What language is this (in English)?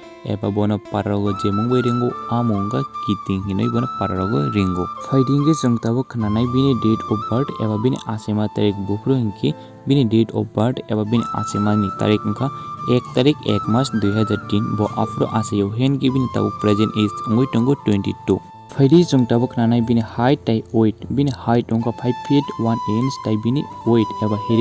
Kok Borok